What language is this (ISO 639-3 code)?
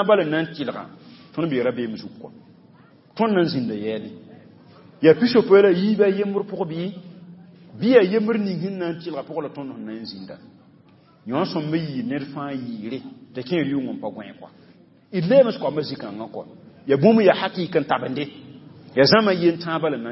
mos